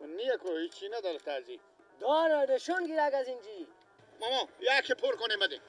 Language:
Persian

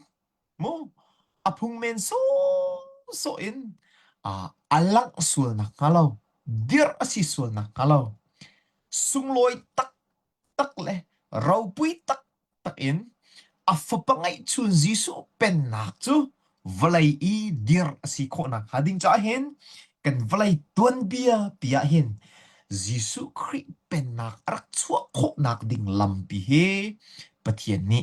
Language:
Hakha Chin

